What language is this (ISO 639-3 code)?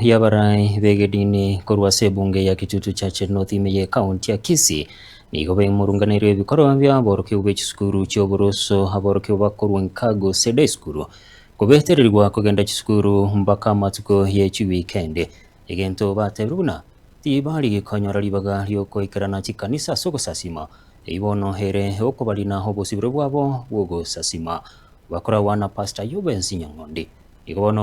guz